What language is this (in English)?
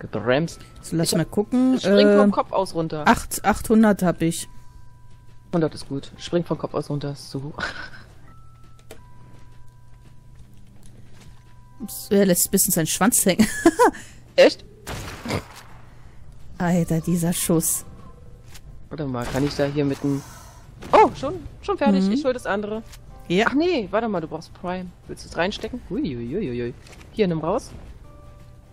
German